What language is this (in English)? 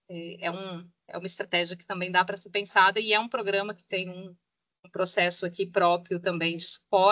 Portuguese